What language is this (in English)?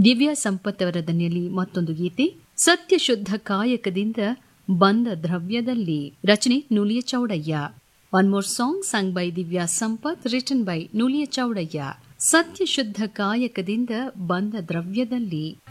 Kannada